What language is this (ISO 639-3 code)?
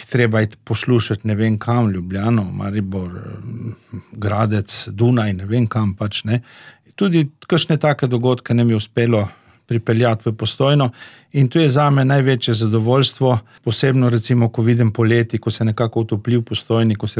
slv